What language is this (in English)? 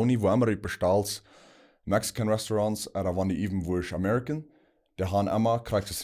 Plautdietsch